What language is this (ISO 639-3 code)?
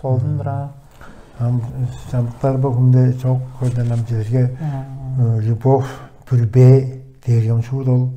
tyv